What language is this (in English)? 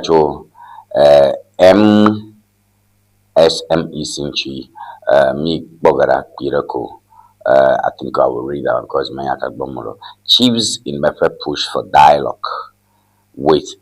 Ewe